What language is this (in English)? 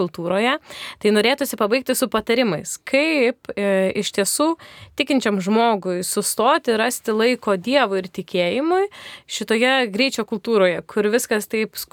Lithuanian